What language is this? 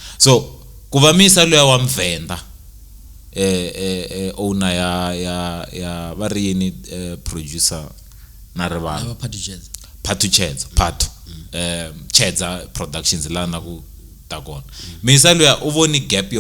Tsonga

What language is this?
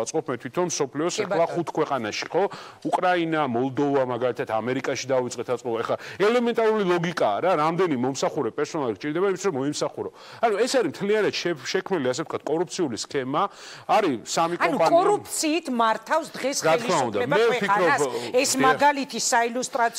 Georgian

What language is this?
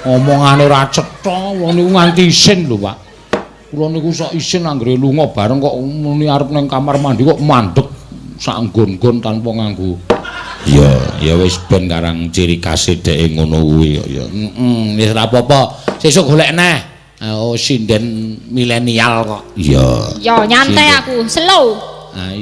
Javanese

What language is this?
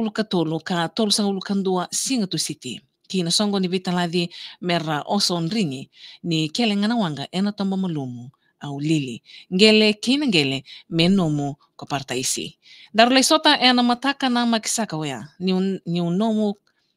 Fijian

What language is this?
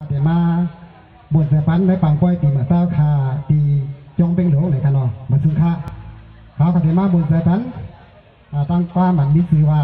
Shan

